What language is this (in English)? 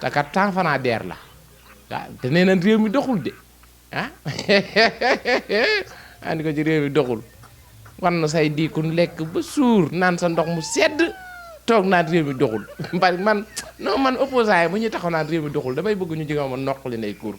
Wolof